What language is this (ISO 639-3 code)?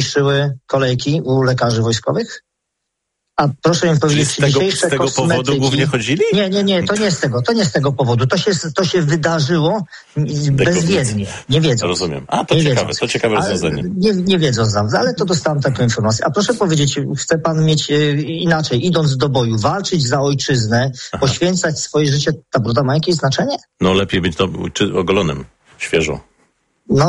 pol